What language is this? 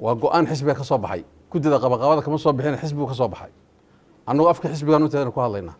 Somali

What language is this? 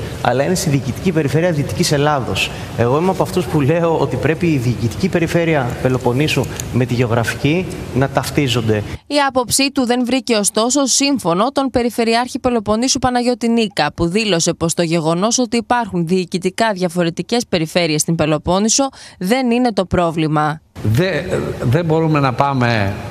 Greek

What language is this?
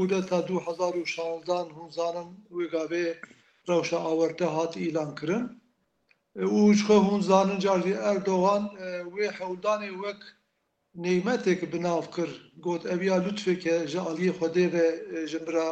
Kurdish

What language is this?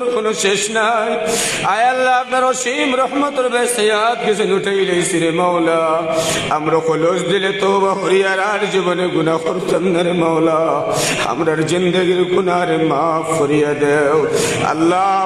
Sylheti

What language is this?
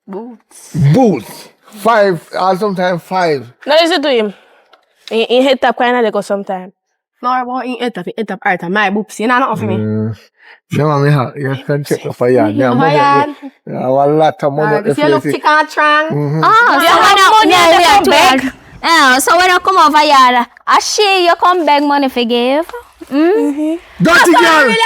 Jamaican Creole English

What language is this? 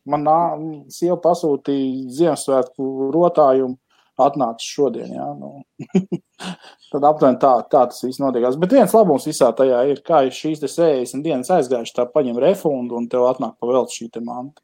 Latvian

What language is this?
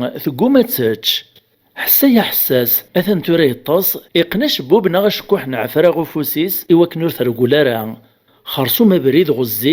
Kabyle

